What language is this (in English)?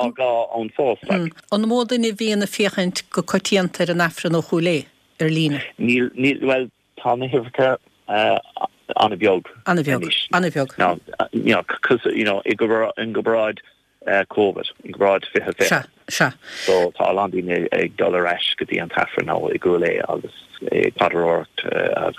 Irish